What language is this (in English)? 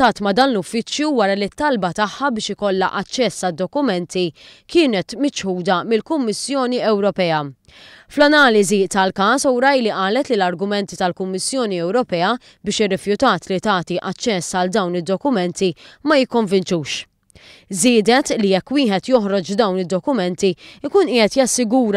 Maltese